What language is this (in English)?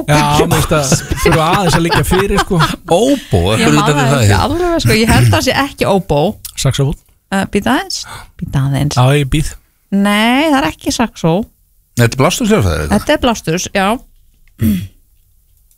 Icelandic